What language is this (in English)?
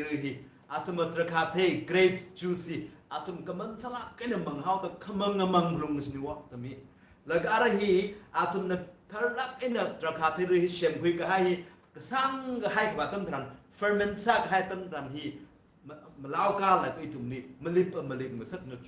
Tangkhul Naga (India)